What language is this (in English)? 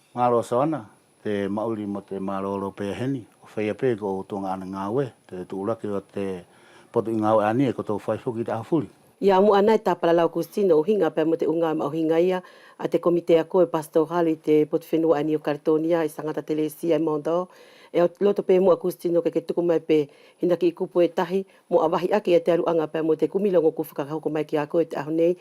Wallisian